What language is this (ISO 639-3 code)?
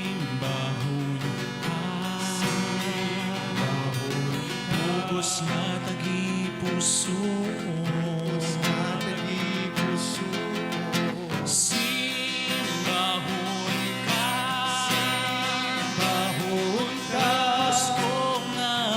hil